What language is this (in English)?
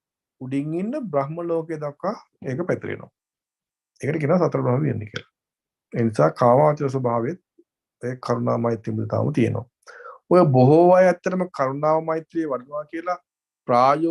Sinhala